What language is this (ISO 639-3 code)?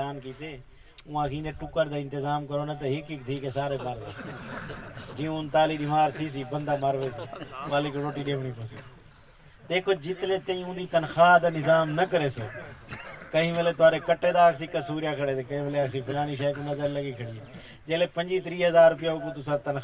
skr